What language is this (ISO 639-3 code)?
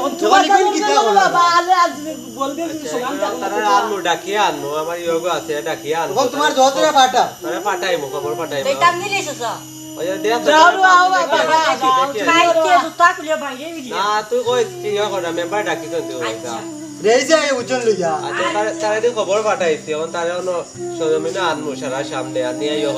syl